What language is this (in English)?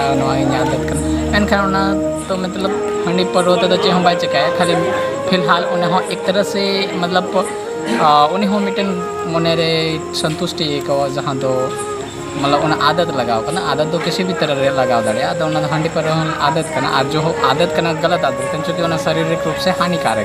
Santali